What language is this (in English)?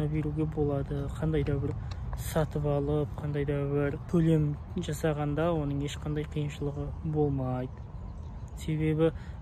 Kazakh